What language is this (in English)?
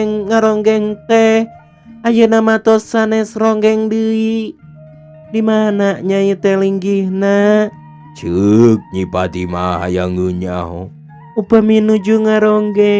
Sundanese